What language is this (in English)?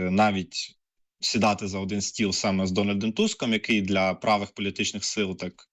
Ukrainian